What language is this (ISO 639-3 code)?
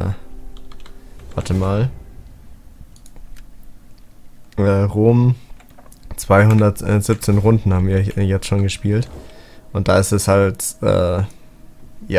deu